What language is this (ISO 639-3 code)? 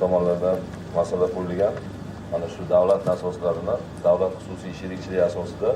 uzb